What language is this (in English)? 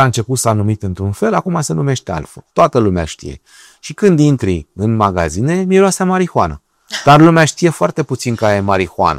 Romanian